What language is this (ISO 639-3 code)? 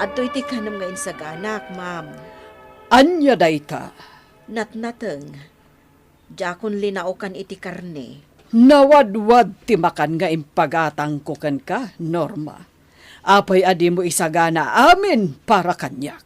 ilo